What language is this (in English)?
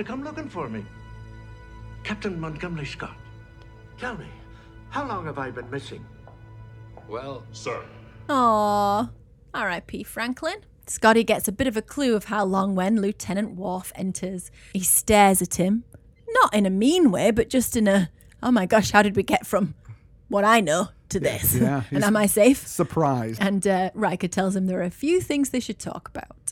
English